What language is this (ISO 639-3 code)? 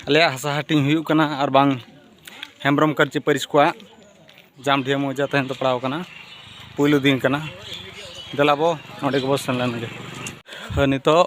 sat